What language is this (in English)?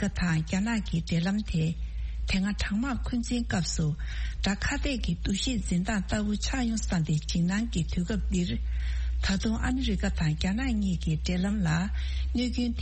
Tibetan